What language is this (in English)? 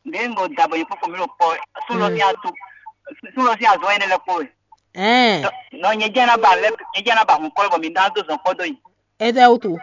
Fon